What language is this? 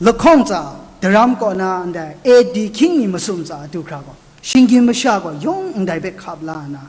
Kachin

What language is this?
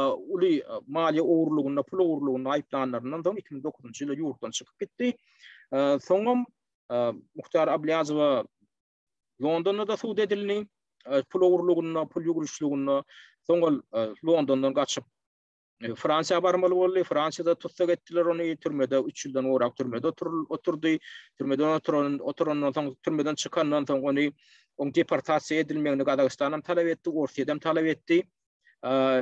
Turkmen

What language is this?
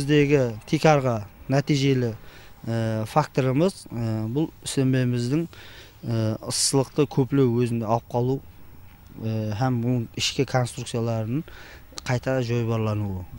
Kara-Kalpak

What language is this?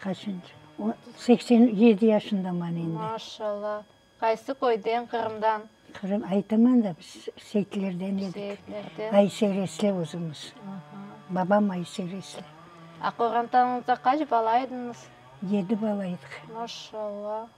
Crimean Tatar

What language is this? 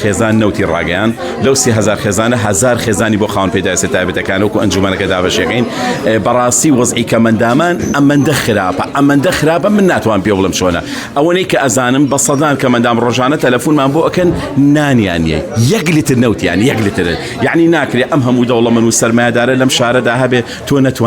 Central Kurdish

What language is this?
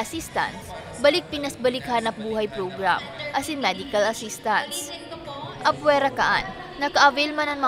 Bikol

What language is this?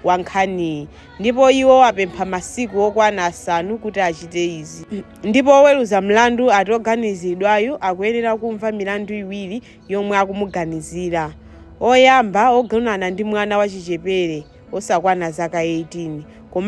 Nyanja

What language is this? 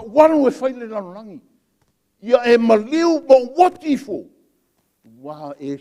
Samoan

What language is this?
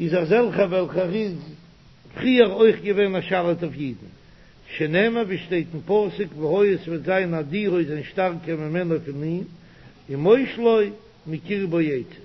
Yiddish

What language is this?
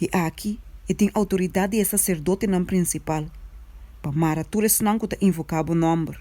Papiamento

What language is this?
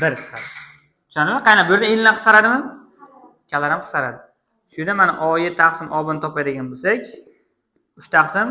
Uzbek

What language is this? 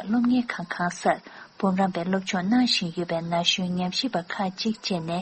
Tibetan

